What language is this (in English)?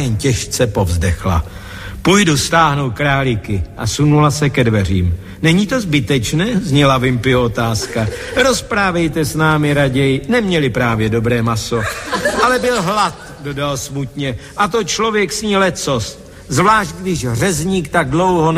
Czech